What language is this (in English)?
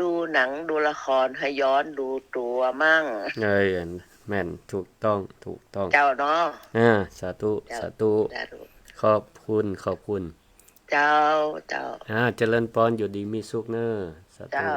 Northern Thai